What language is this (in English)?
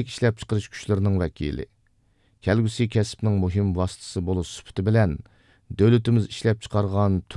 Uyghur